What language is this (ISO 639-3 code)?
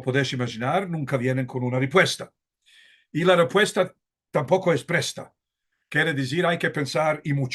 lad